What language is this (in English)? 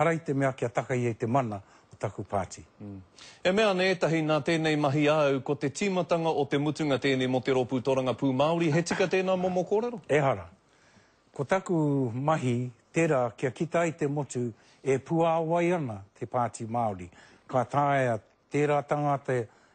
Māori